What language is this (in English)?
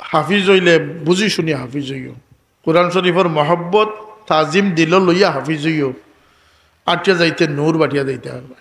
Sylheti